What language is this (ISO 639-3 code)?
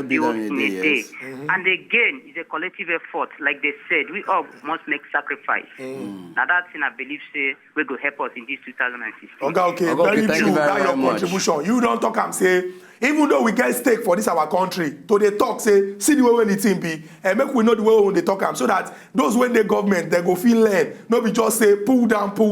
pcm